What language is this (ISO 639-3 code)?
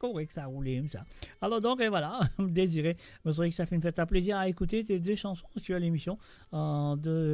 mfe